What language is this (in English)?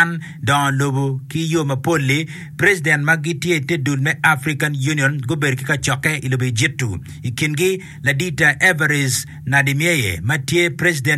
Acoli